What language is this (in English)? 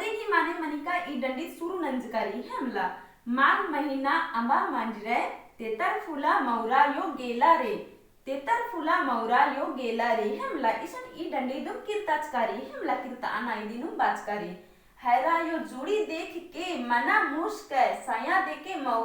Kurukh